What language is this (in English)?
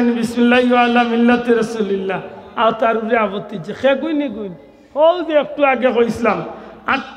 Sylheti